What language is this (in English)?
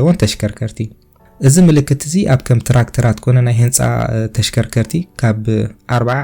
Tigrinya